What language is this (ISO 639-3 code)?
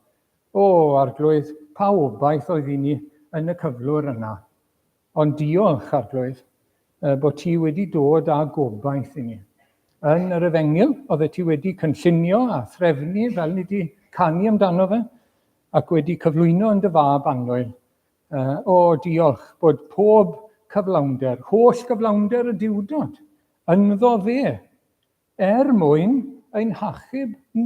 cym